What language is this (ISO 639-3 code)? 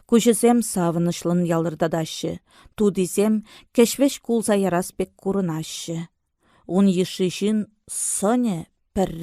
chv